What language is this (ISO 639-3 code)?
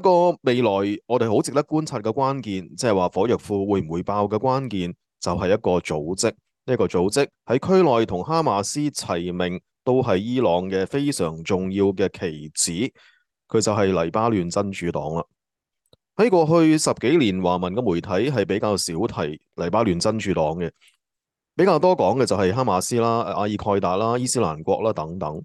yue